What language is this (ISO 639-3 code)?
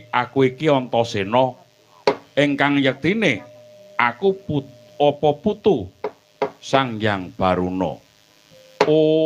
jav